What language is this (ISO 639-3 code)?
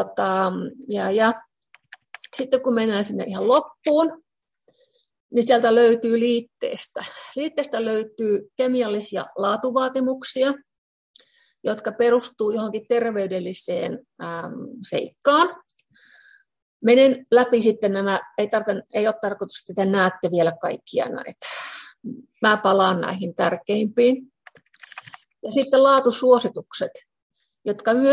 fin